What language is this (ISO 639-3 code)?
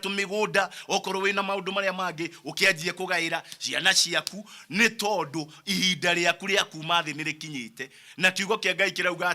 kik